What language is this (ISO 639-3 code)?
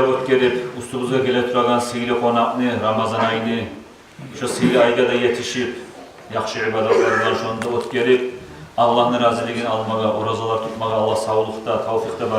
kum